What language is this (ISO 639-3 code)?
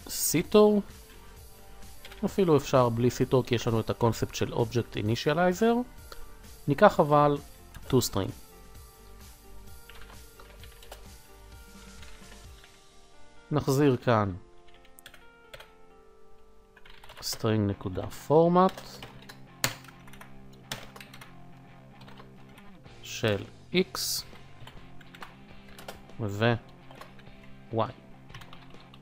heb